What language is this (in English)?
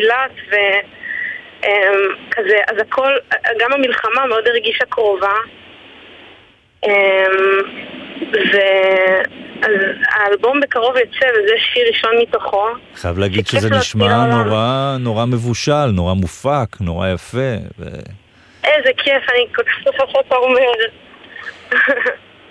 Hebrew